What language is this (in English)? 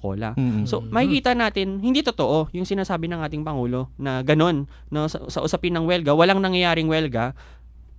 Filipino